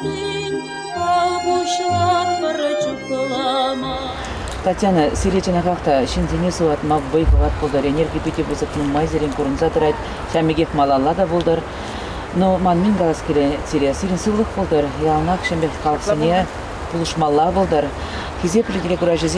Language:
Chuvash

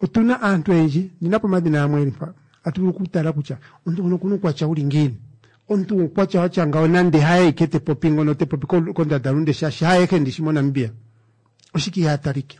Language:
Kuanyama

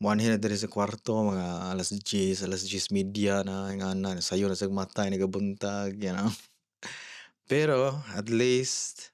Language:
Cebuano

